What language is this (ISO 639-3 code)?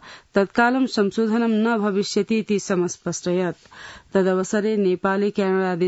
san